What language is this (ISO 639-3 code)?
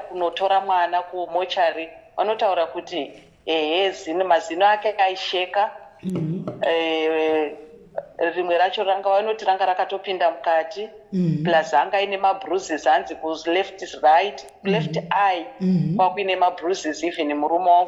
sna